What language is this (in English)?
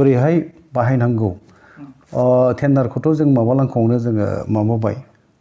Bodo